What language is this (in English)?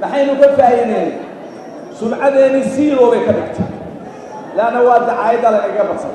Somali